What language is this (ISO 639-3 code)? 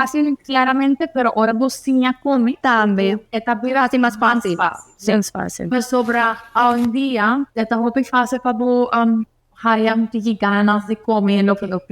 pap